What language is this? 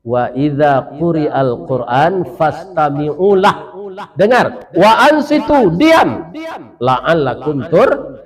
Minangkabau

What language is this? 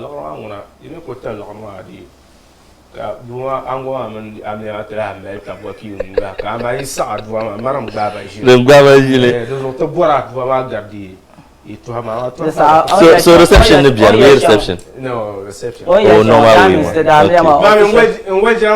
Dagbani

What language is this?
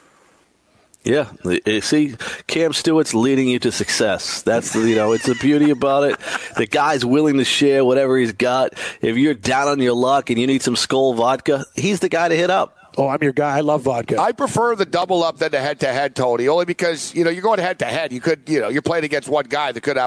English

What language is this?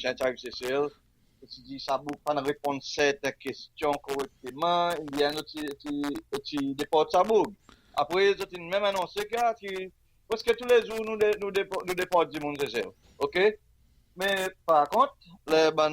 Seselwa Creole French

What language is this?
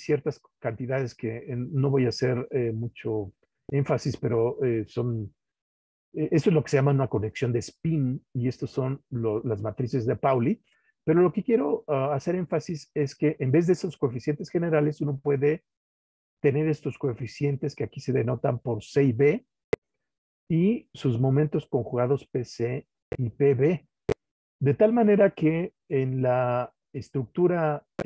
Spanish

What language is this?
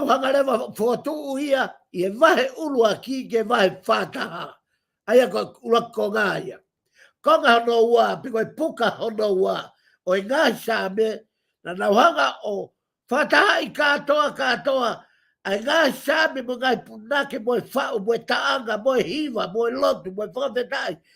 Tongan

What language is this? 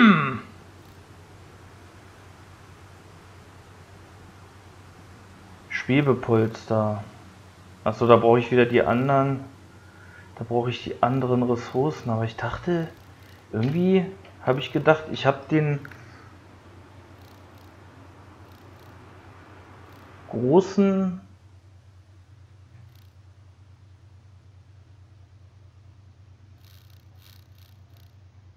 German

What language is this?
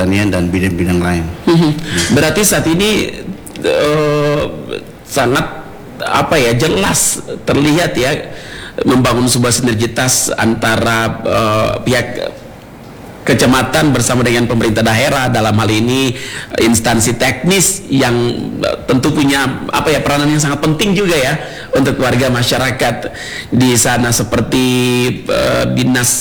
Indonesian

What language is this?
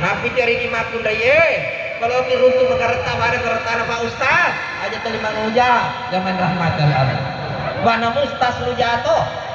Buginese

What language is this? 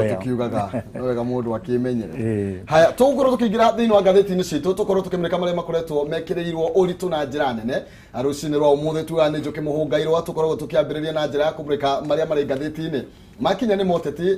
Kikuyu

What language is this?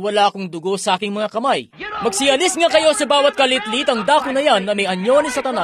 Filipino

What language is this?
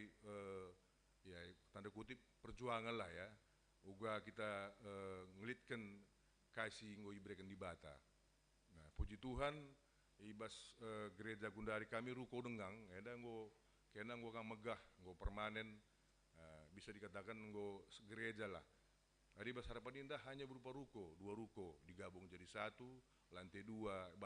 Batak Karo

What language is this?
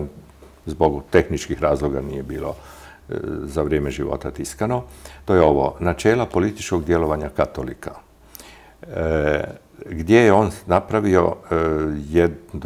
Croatian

